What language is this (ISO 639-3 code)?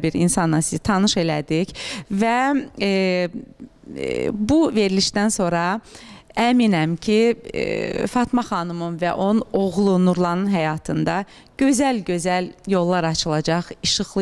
aze